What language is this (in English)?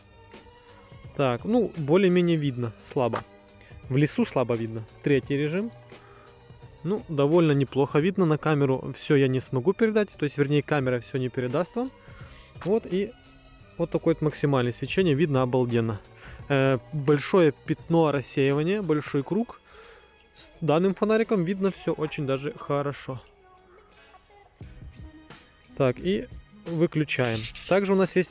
Russian